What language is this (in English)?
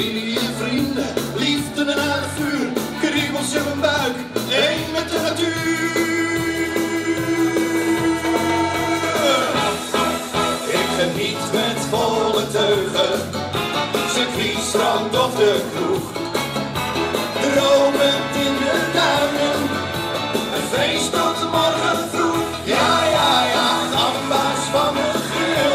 Dutch